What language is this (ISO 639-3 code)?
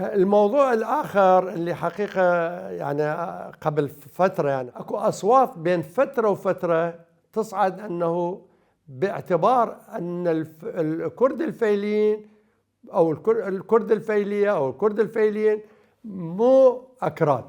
acm